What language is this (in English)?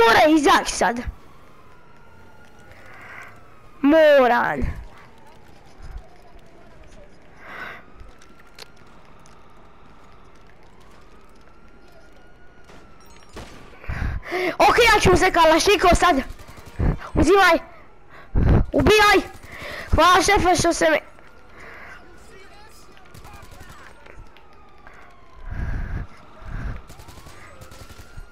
Croatian